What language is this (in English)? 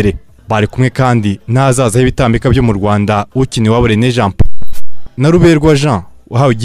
Kinyarwanda